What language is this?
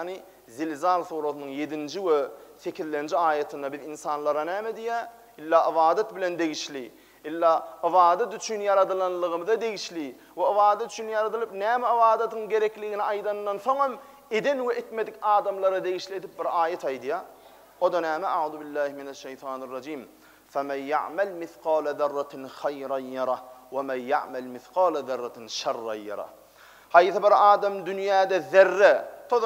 Turkmen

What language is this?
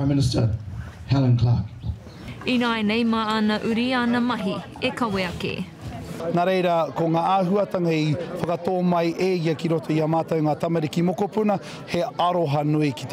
Māori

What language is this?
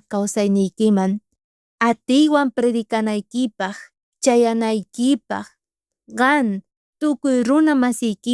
South Bolivian Quechua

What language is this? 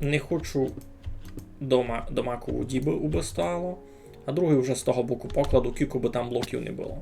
Rusyn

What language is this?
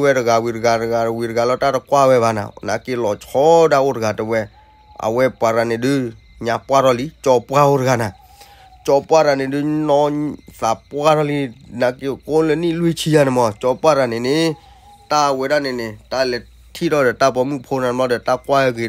S'gaw Karen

